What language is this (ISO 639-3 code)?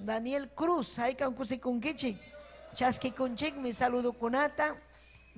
quy